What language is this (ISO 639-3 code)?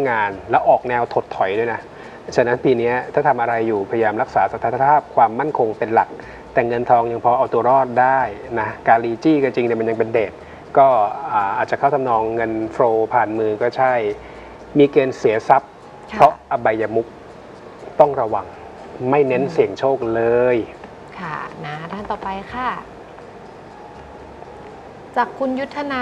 tha